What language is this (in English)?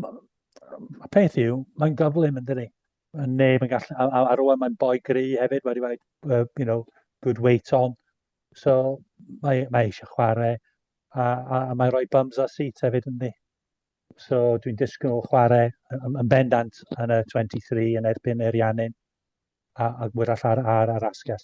Welsh